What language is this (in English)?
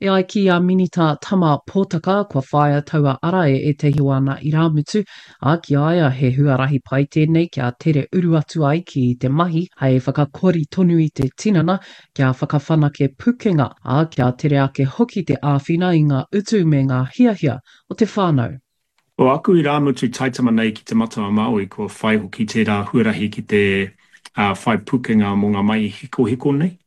Māori